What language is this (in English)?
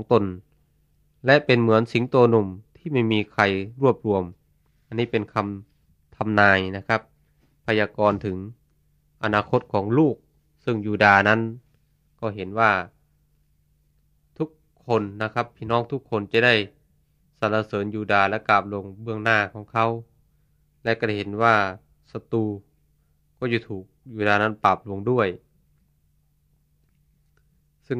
Thai